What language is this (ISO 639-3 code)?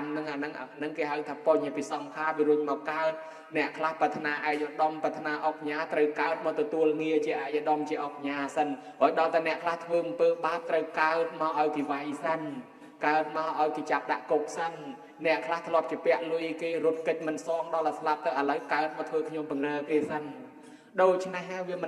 khm